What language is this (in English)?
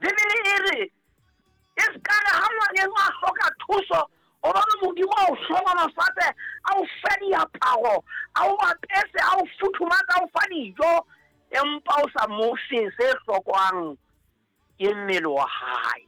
Southern Sotho